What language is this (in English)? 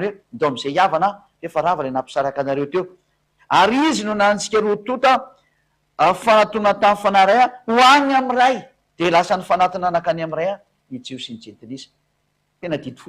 Malagasy